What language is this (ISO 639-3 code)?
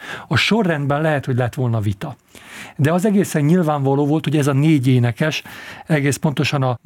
hun